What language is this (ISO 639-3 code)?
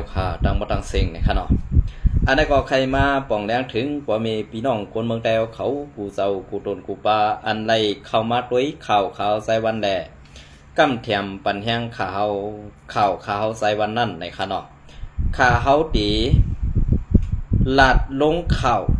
shn